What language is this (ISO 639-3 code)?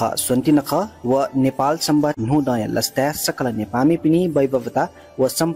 new